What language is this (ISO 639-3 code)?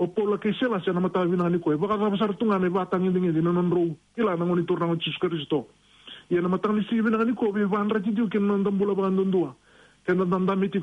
fij